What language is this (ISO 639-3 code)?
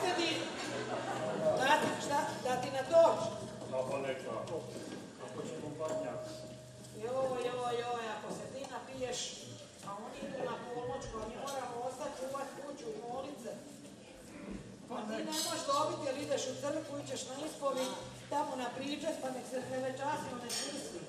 hrv